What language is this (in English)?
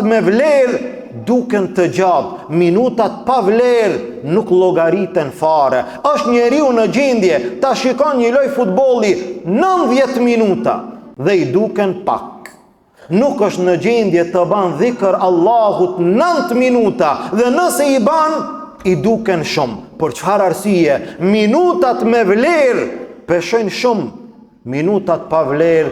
Albanian